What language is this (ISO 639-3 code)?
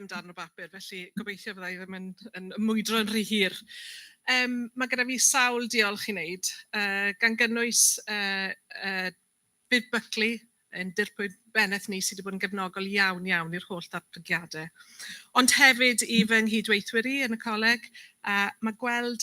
cym